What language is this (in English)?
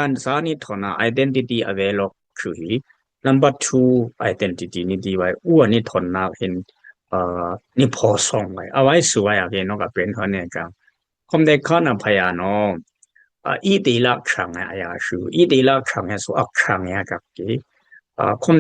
Dimasa